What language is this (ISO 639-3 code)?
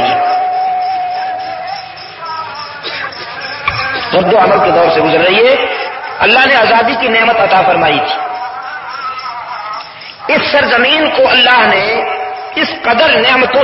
urd